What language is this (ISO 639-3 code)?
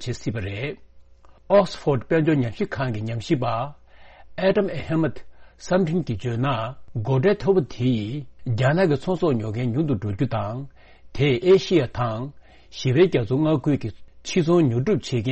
bod